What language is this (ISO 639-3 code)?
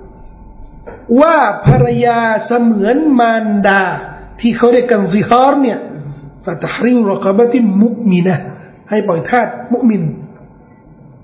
tha